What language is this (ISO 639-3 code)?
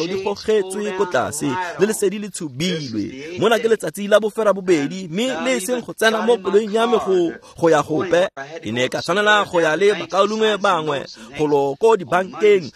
tsn